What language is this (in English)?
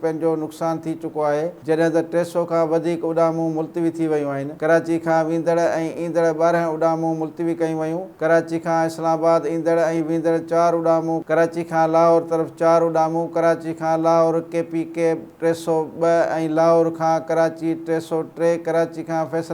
Sindhi